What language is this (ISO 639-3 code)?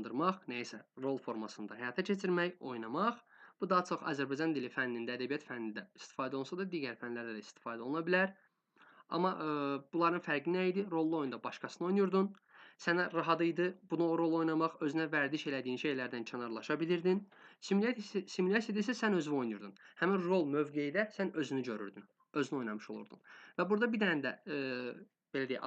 aze